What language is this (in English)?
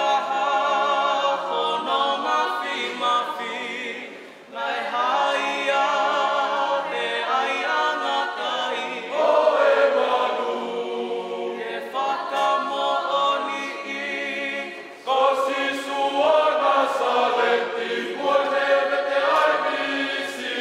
Tongan